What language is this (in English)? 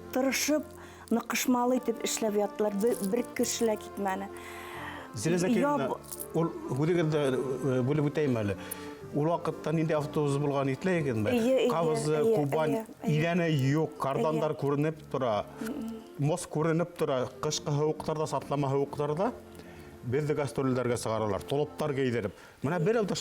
Bashkir